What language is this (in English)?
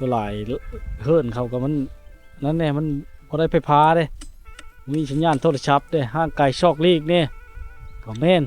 Lao